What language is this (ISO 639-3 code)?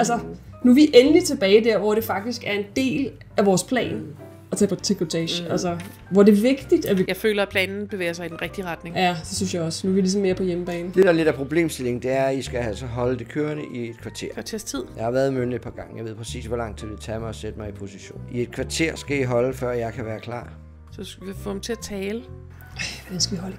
dan